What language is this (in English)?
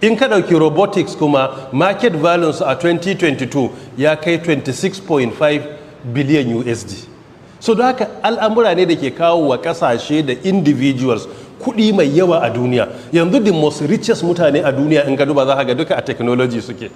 Hausa